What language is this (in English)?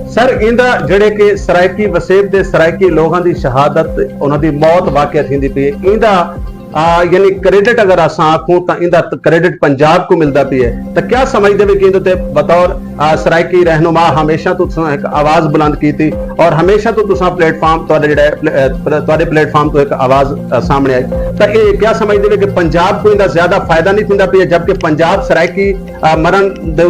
Saraiki